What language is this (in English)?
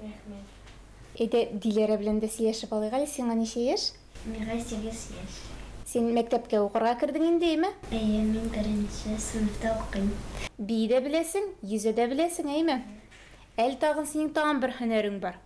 Tatar